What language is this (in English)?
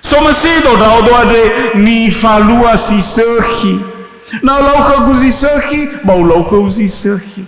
Nias